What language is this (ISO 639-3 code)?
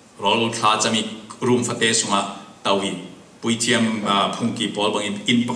cfm